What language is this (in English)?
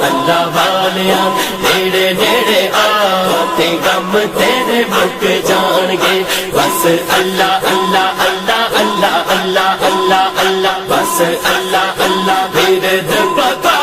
Pahari-Potwari